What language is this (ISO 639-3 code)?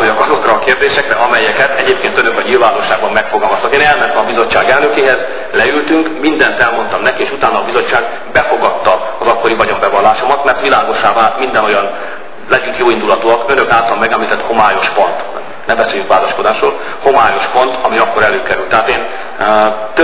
hun